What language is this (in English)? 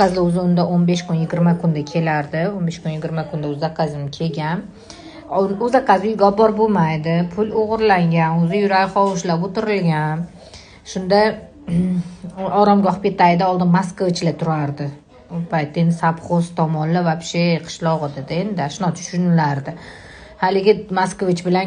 Uzbek